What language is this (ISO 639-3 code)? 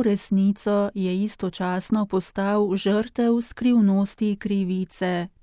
slv